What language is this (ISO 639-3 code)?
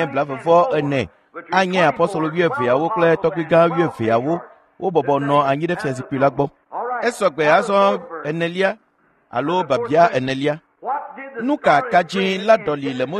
ewe